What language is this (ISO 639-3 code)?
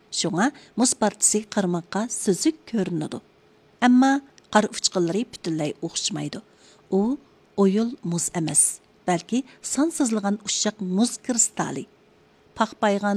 uig